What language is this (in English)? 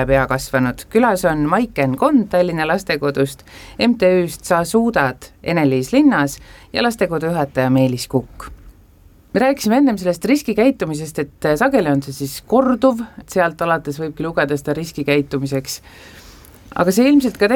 Estonian